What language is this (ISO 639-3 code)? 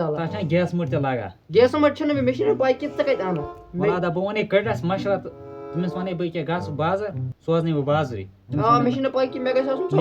kas